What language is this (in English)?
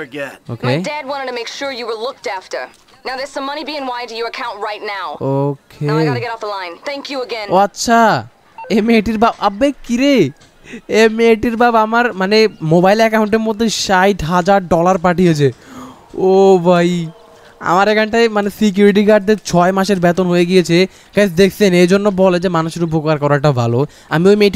Bangla